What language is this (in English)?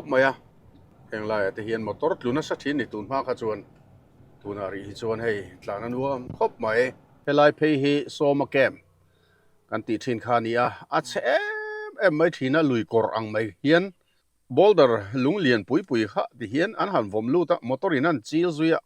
Mizo